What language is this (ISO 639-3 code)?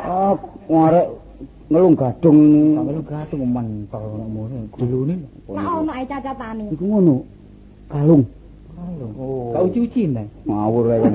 jav